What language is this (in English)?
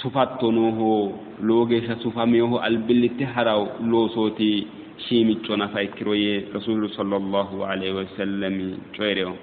Sidamo